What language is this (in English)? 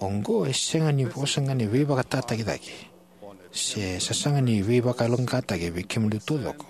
Fijian